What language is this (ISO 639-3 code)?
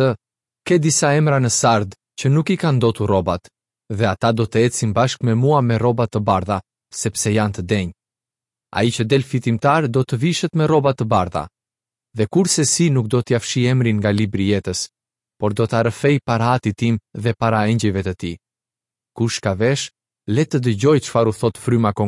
sqi